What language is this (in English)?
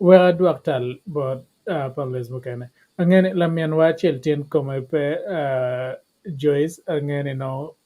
Acoli